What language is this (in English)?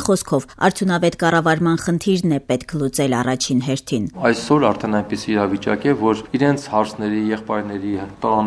Armenian